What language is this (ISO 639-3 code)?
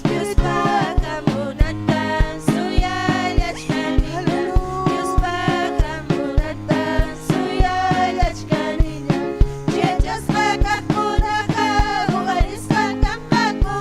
quy